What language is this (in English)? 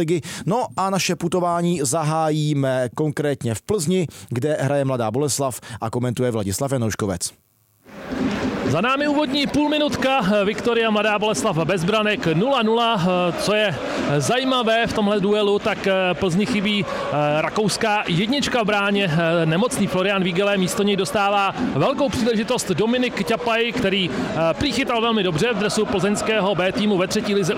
Czech